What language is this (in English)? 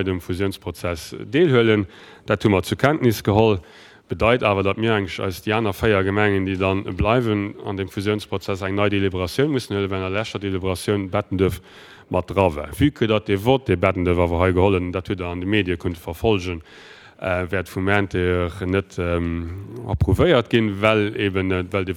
Luxembourgish